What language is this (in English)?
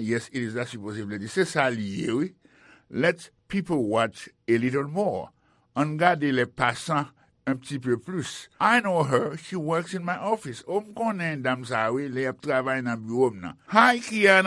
Haitian Creole